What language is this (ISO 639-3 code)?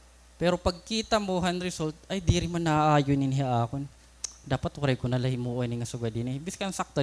war